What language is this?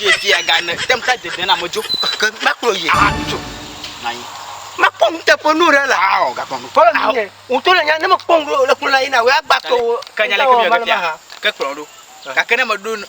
Ewe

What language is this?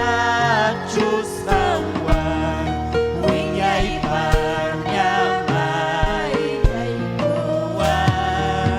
Ayacucho Quechua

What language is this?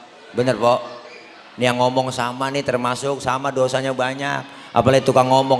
Betawi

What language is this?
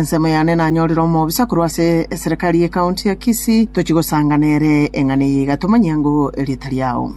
Gusii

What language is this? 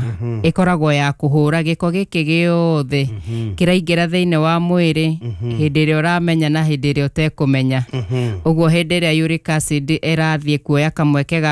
Kikuyu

